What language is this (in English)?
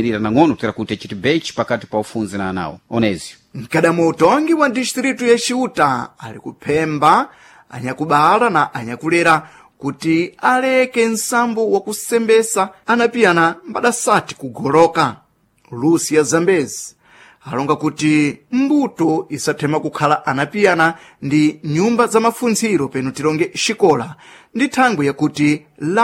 Sena